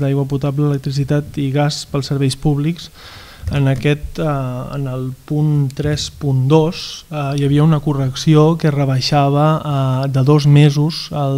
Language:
Catalan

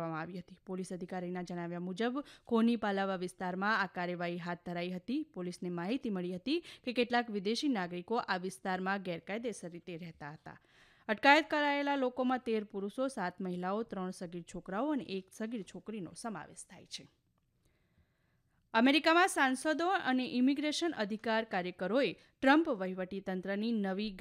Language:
Gujarati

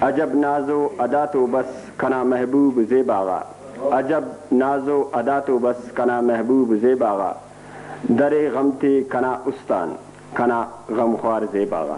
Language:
Brahui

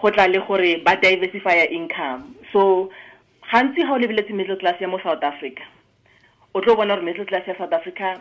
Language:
Tswana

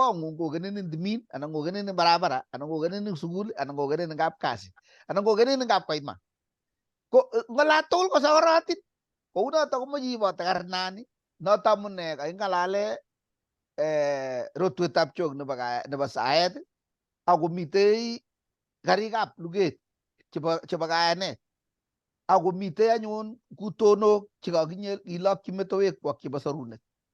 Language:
Kalenjin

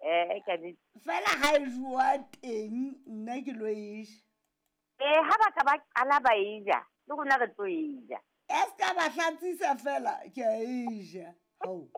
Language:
Southern Sotho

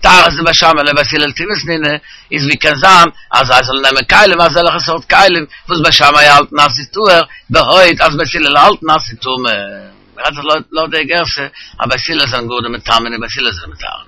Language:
Yiddish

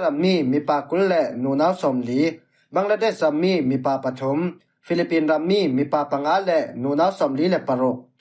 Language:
Falam Chin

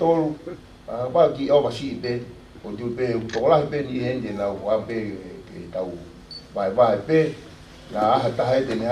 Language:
Tongan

